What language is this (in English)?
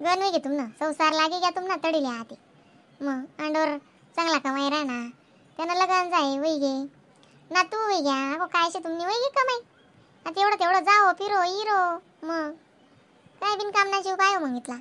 Khandesi